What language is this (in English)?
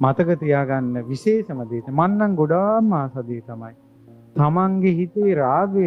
Sinhala